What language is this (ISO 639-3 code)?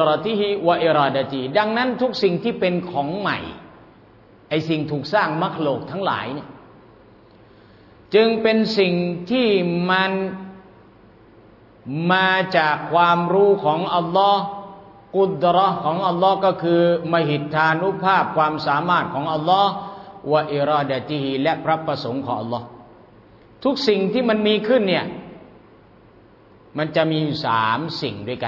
tha